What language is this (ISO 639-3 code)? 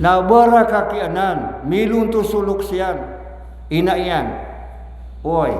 mrw